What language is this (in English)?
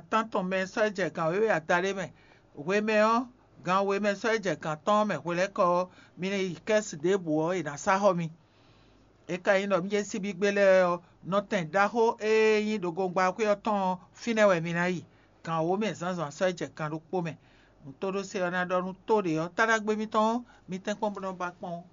Fon